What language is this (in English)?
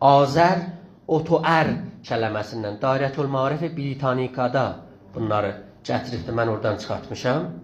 South Azerbaijani